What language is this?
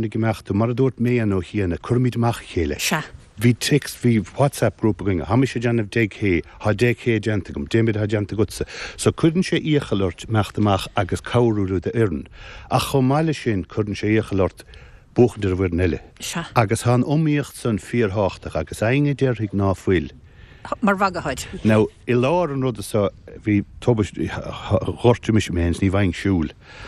Irish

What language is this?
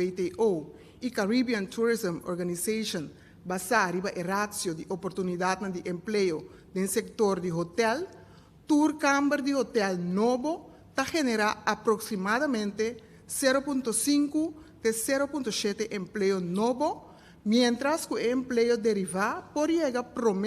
Papiamento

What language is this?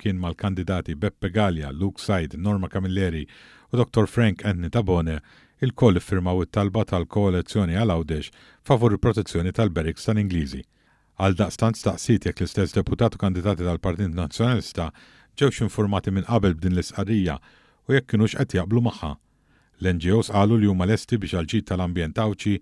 Maltese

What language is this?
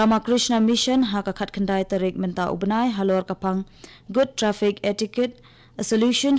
Khasi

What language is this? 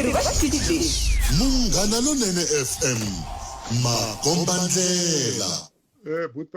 Tsonga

